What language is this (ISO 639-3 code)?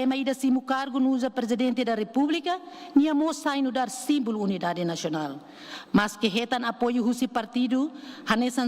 tet